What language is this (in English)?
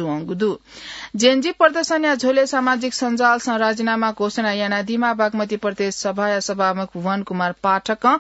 Newari